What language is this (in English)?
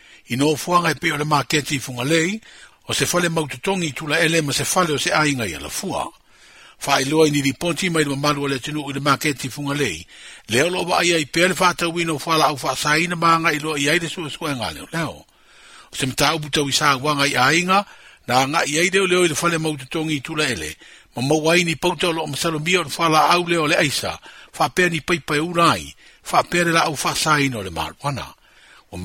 Samoan